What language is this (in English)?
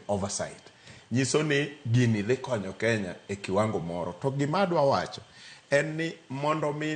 Luo (Kenya and Tanzania)